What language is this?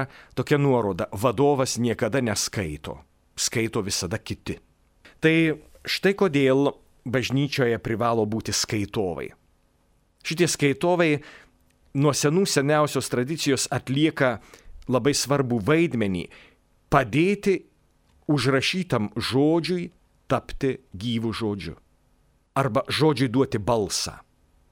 Lithuanian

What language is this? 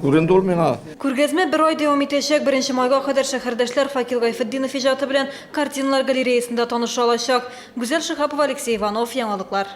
Tatar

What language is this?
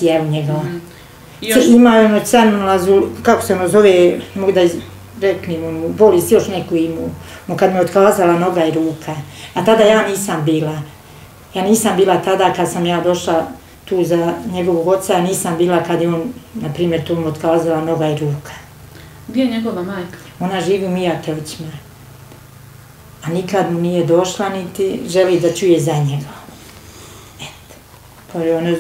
Bosnian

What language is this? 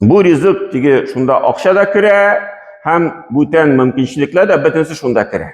Tatar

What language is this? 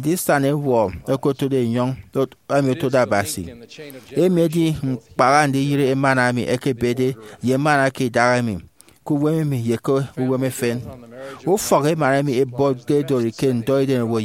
Efik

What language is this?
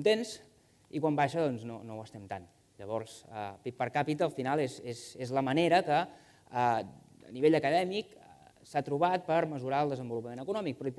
Catalan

